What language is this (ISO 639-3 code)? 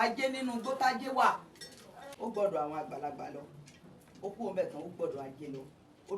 yor